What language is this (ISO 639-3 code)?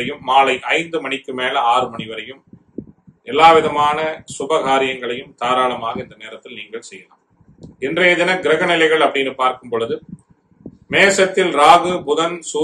tam